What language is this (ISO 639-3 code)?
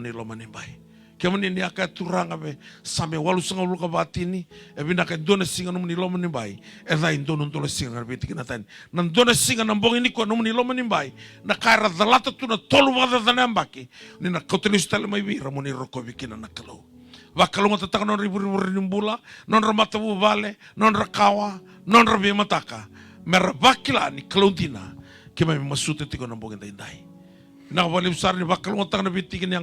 fij